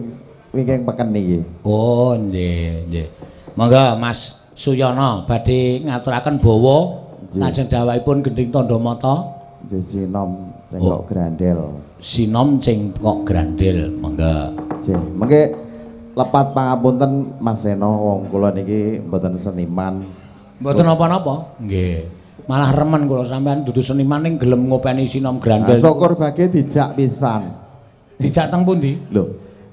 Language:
Javanese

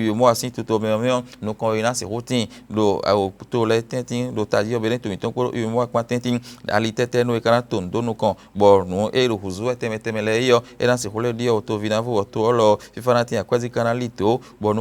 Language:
Fon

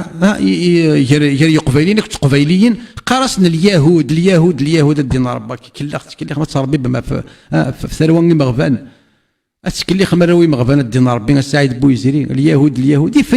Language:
Kabyle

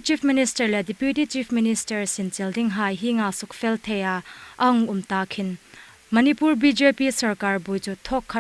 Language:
Hmar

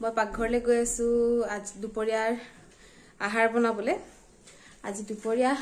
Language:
Assamese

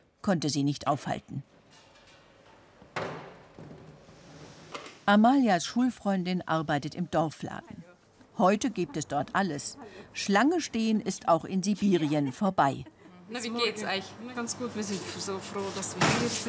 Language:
German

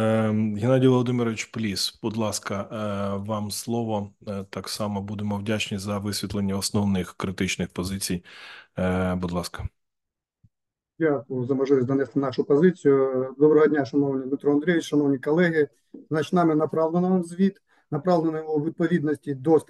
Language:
Ukrainian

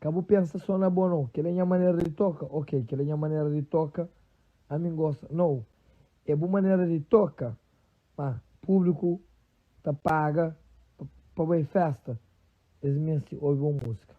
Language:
Kabuverdianu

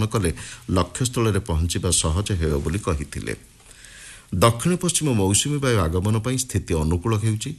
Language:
Odia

